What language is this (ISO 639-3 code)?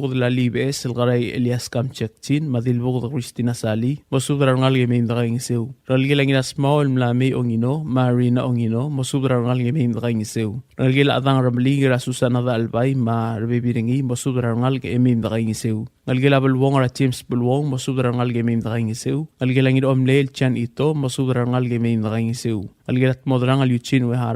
pau